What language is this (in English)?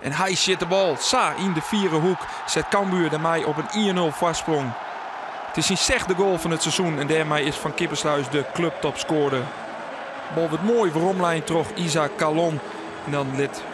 Western Frisian